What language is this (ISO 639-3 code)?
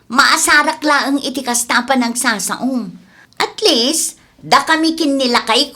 ilo